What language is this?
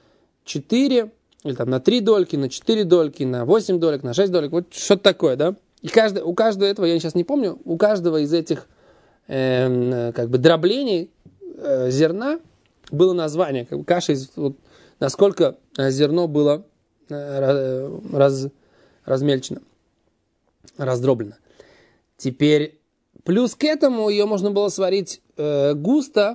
Russian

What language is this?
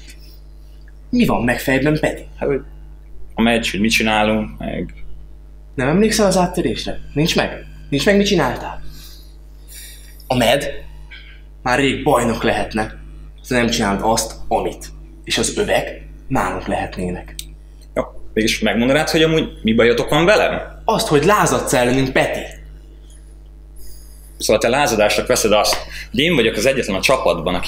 Hungarian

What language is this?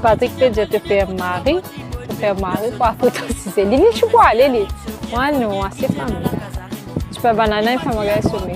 Morisyen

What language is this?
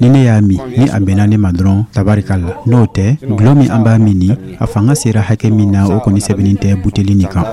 Dyula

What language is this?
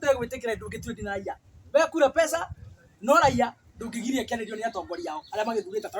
Kikuyu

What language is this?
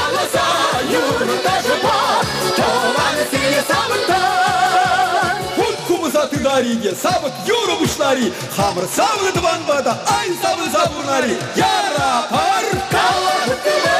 Chuvash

